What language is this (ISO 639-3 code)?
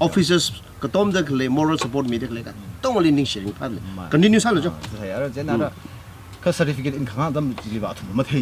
nmf